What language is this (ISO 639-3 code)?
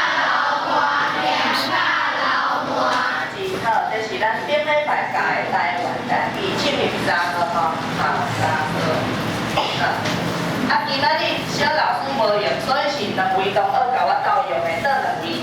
nan